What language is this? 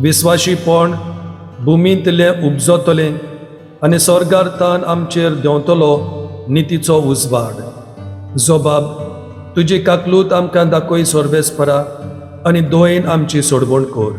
Konkani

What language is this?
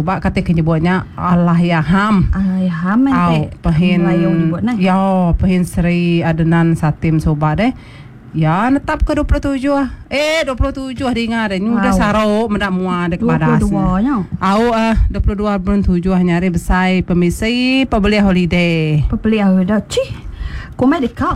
Iban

